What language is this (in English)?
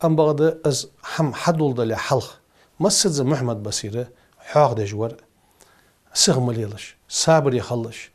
Ingush